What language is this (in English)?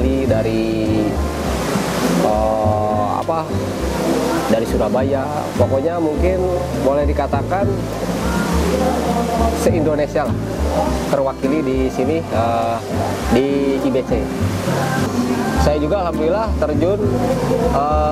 Indonesian